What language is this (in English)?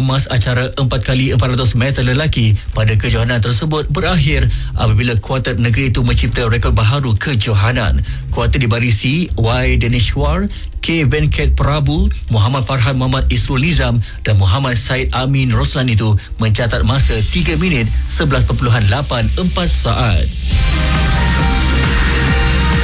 Malay